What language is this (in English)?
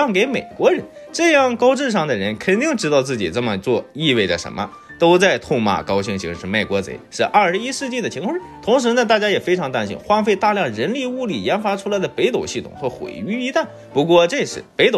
Chinese